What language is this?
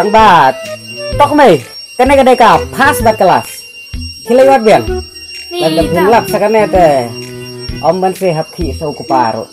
Khasi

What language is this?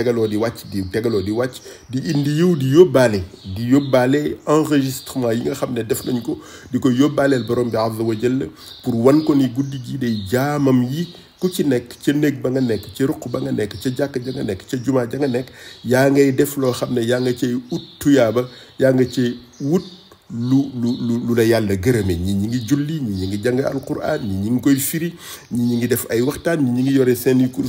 Wolof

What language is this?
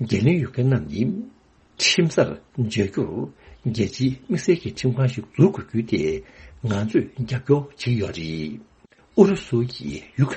Tibetan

